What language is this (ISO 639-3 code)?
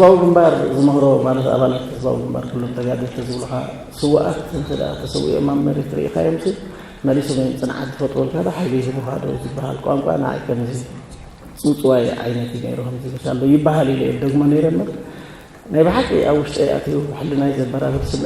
tir